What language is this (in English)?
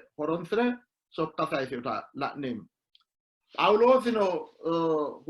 Sidamo